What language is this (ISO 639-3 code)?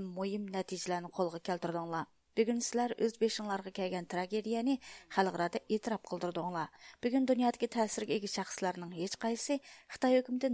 uig